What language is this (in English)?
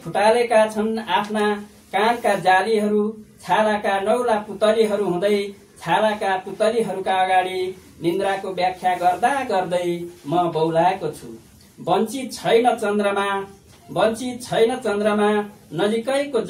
Nepali